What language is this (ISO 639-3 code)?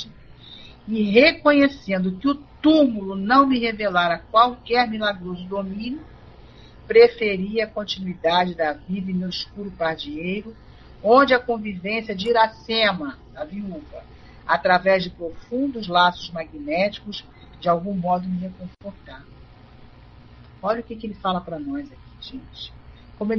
por